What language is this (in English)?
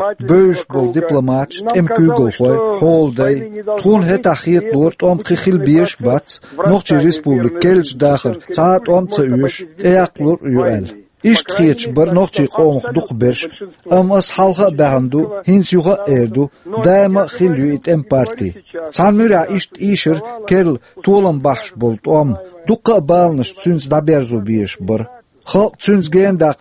Chechen